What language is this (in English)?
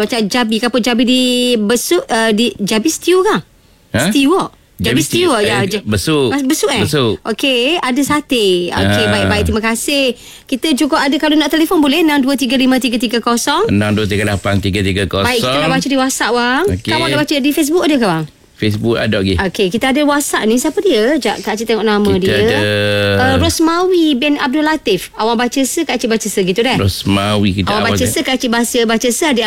Malay